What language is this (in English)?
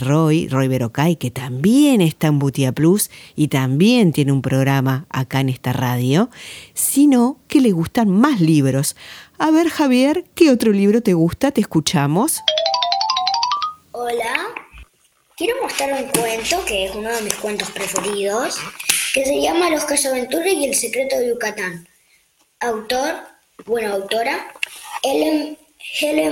Spanish